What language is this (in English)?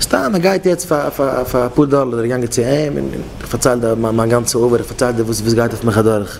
Yiddish